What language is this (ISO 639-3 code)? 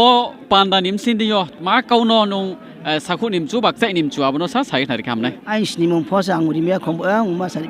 ria